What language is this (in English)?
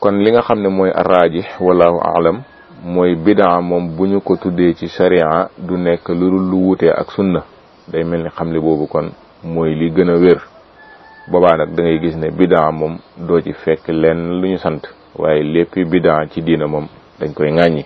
Wolof